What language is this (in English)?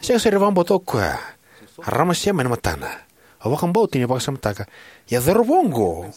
Fijian